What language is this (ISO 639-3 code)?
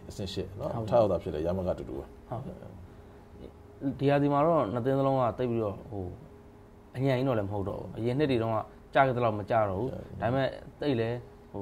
mya